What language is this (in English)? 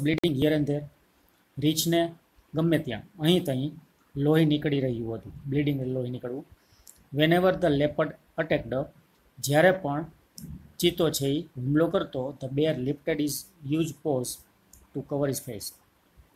Gujarati